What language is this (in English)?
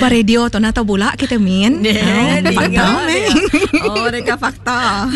Iban